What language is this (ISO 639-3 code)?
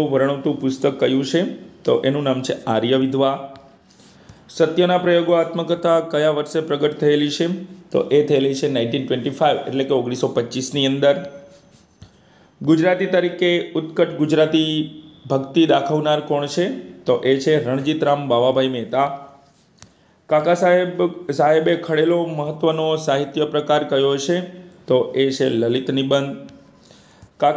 guj